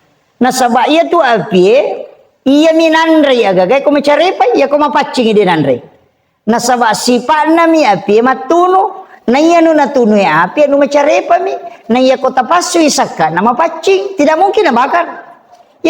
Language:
Buginese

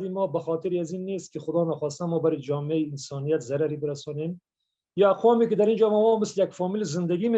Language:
Persian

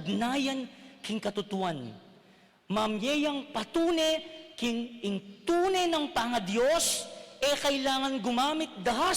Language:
Pampanga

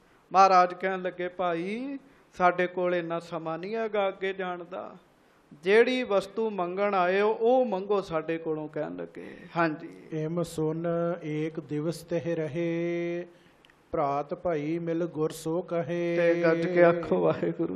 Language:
Punjabi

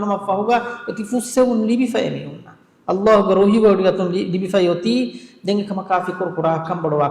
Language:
Divehi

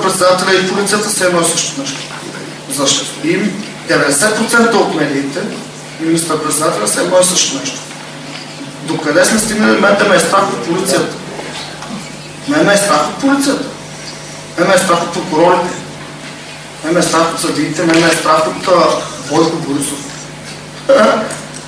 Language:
Bulgarian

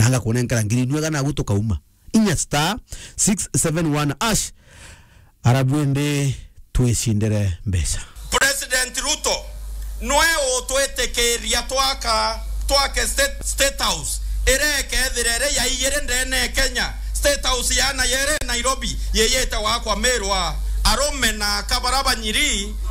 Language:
Meru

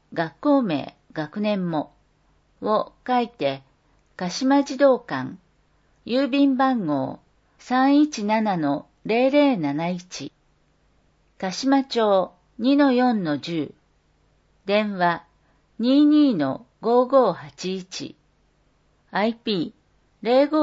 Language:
Japanese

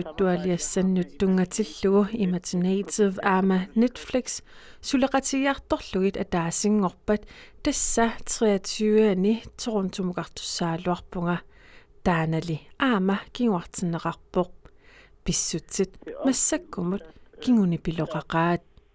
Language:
Kalaallisut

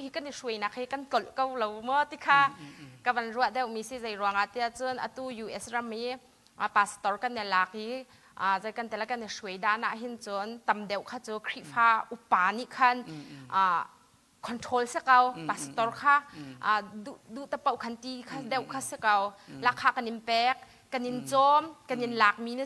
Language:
Hakha Chin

